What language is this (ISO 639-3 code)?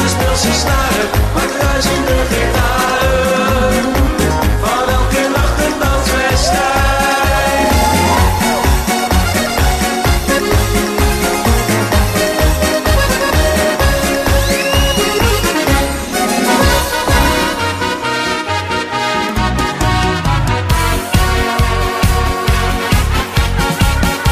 nld